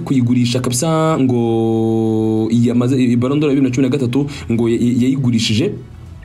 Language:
Kinyarwanda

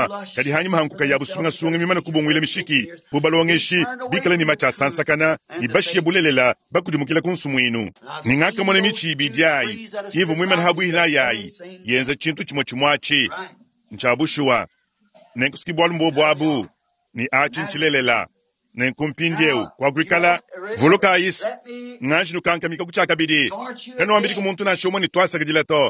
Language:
Luba-Lulua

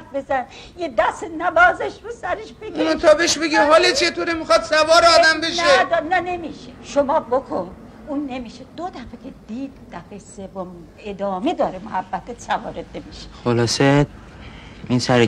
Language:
Persian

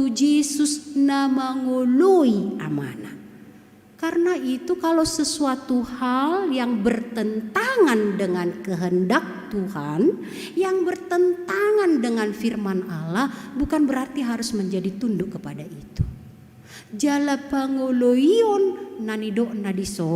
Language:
Batak Toba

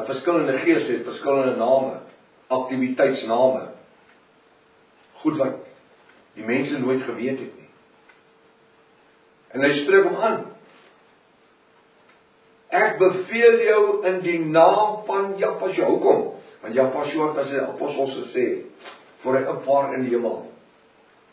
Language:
Afrikaans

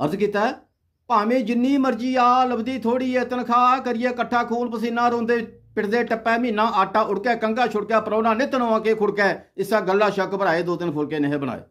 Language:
Dogri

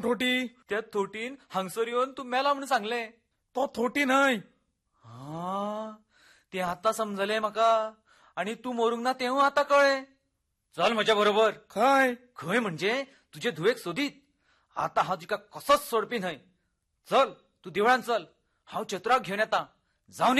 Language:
Konkani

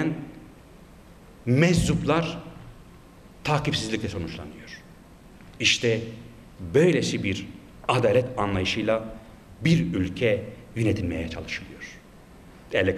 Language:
Turkish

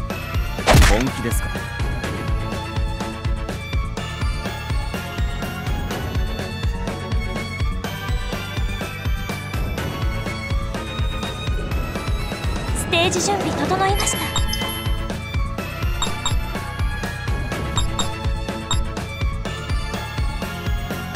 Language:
Japanese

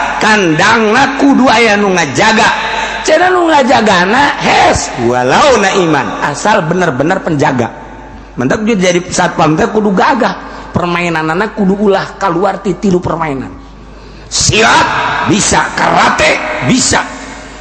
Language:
Sundanese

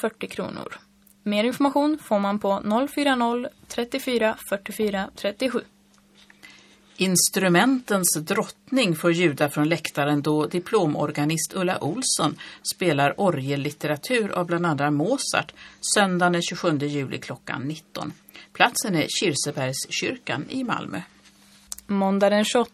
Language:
Swedish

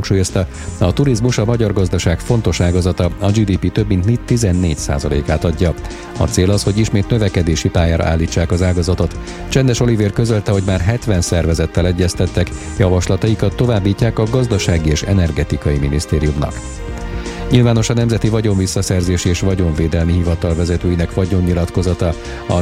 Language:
Hungarian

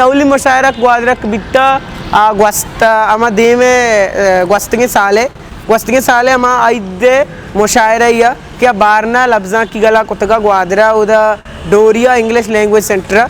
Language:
Eastern Balochi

